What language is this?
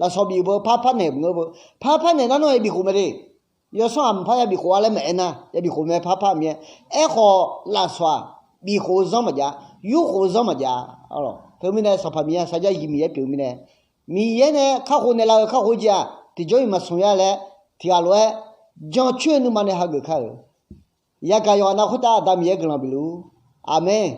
Akha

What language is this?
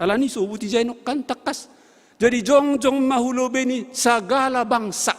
Batak Simalungun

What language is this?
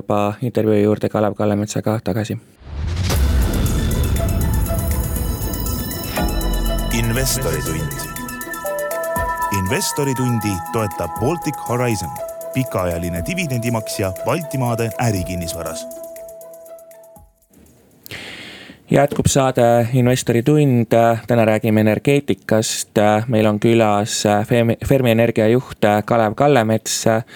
Estonian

